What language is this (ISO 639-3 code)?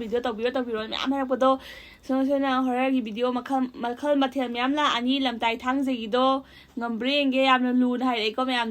mni